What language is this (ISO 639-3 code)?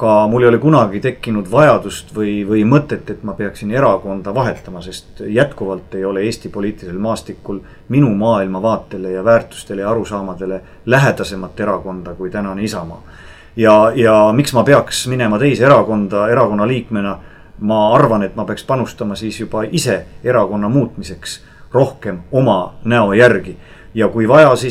est